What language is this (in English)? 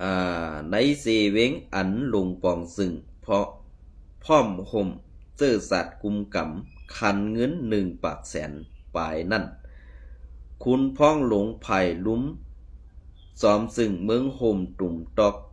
Shan